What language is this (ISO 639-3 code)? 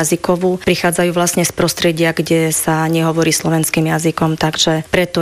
slk